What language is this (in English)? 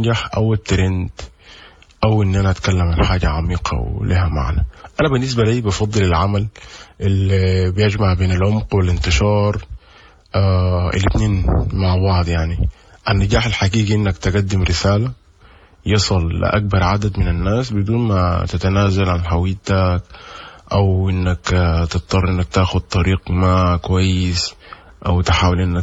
Sudanese Arabic